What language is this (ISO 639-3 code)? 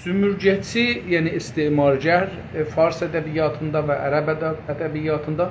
azb